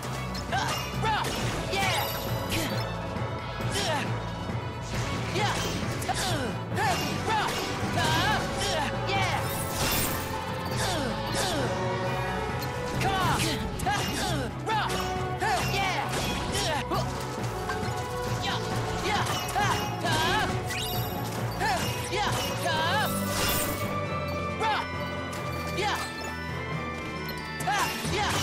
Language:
English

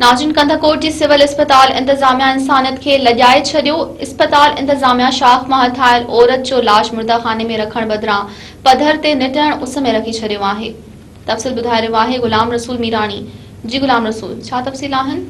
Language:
Sindhi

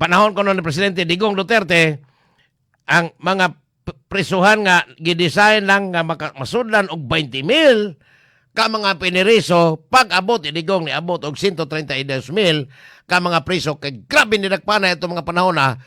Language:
Cebuano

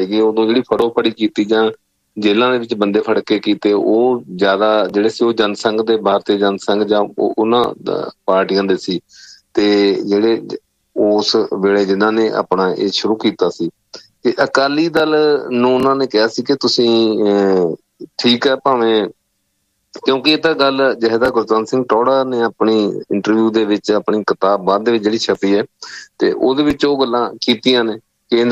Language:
Punjabi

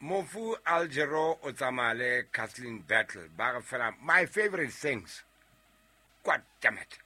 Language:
Southern Sotho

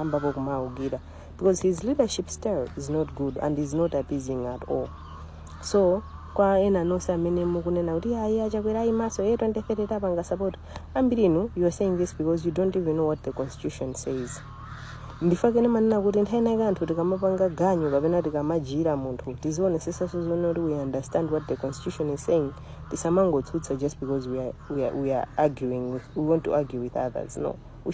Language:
Nyanja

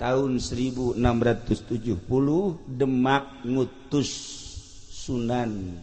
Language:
Sundanese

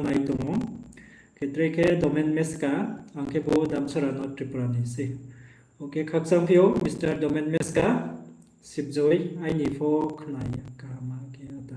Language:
Riang (India)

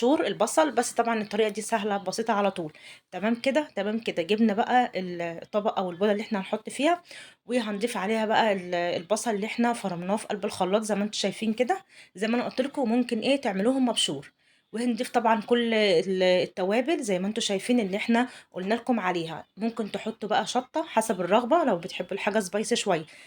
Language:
Egyptian Arabic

